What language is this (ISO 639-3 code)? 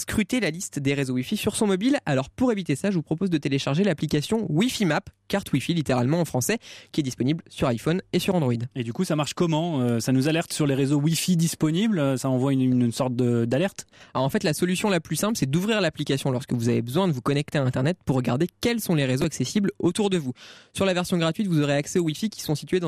fra